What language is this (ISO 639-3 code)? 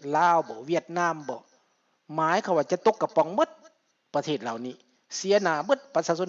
lao